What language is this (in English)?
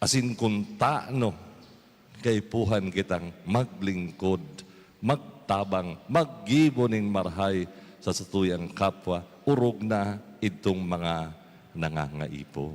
Bikol